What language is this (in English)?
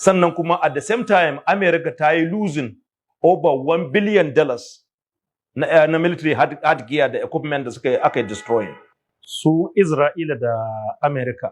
Hausa